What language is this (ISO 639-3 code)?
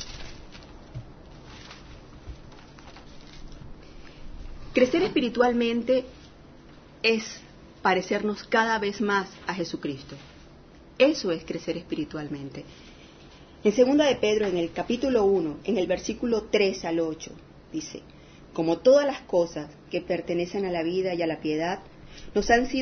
spa